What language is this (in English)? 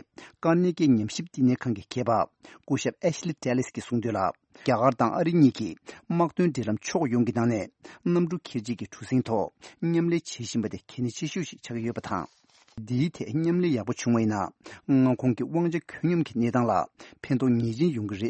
Tibetan